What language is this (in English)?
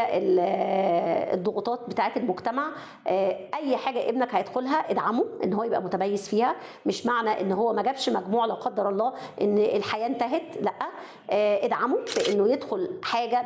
Egyptian Arabic